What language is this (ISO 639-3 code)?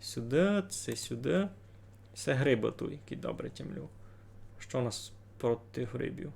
rue